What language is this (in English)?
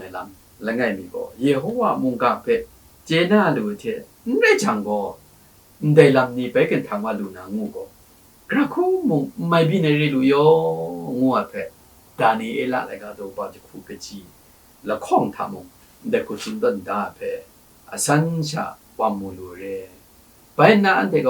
Kachin